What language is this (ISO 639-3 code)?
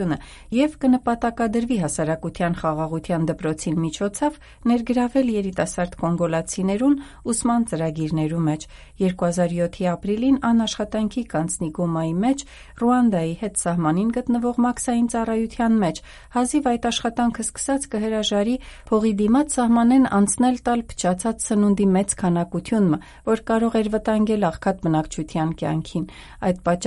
hyw